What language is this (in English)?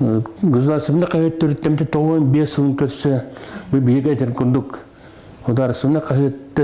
Yakut